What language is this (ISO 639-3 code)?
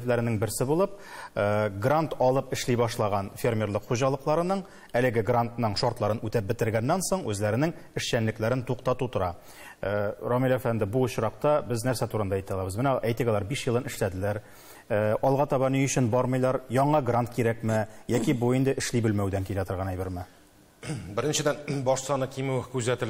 tat